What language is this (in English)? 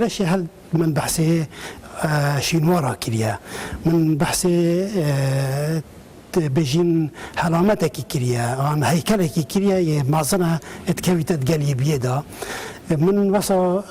Kurdish